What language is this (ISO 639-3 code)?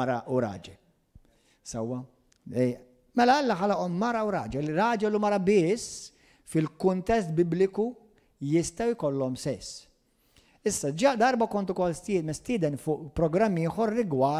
mlt